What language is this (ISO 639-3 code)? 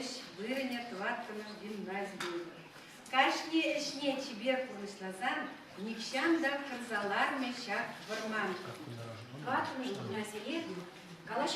chv